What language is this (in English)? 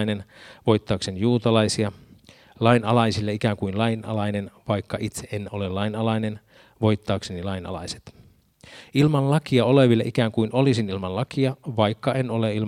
Finnish